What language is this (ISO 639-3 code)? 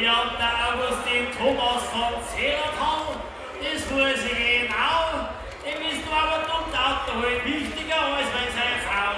bar